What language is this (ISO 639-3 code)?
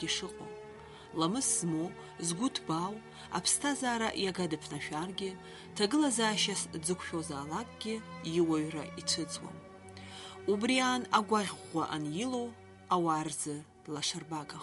abk